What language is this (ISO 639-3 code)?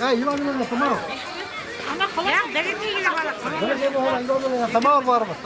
bak